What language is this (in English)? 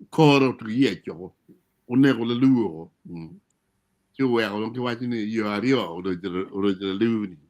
Acoli